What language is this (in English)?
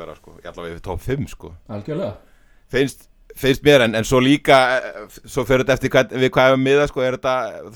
Icelandic